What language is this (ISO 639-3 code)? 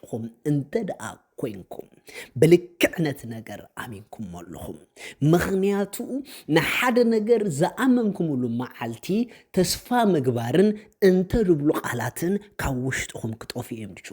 tir